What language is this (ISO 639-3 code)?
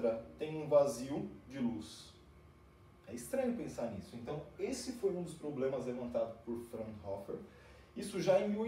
por